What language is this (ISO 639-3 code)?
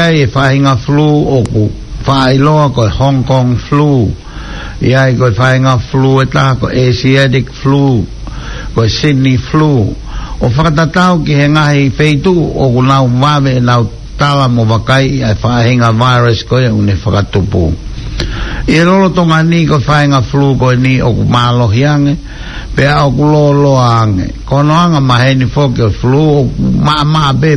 ton